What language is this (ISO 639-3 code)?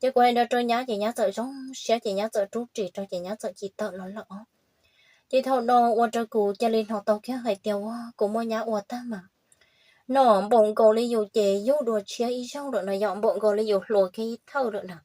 hmn